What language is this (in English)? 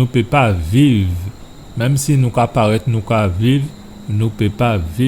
Guadeloupean Creole French